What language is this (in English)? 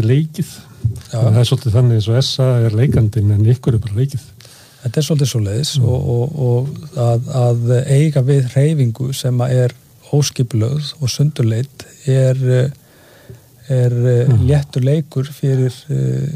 Icelandic